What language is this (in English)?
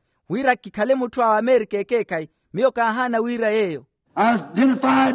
Makhuwa